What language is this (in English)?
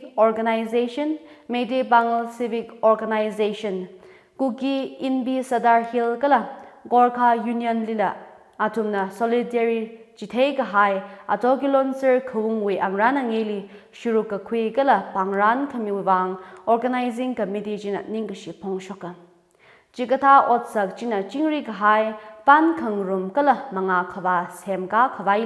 Tangkhul Naga (India)